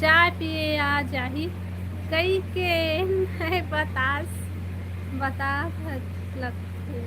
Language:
Chhattisgarhi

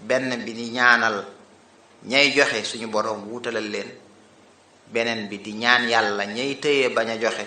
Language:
Wolof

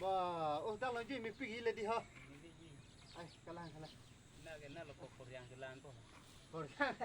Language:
Karbi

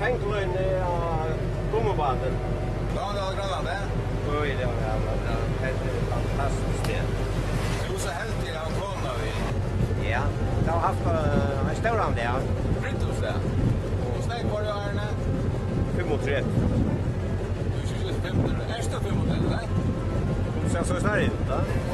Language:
Faroese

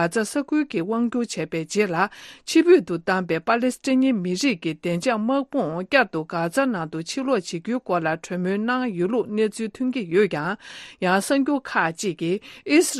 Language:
Tibetan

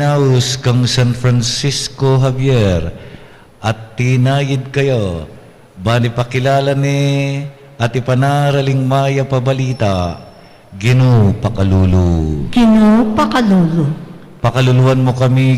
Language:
Pampanga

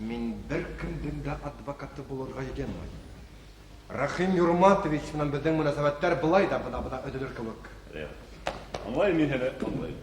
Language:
Bashkir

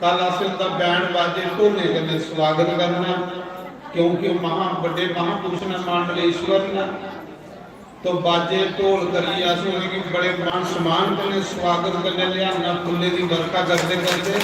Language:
Dogri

